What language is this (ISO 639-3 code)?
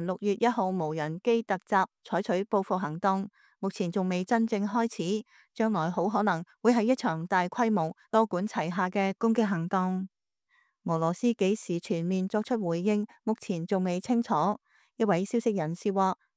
yue